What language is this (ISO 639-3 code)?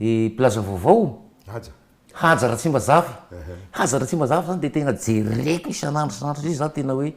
mlg